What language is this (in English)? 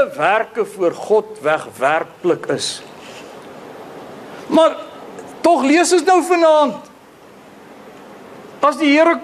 Afrikaans